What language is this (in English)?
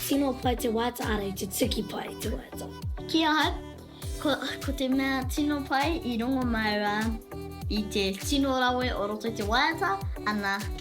Māori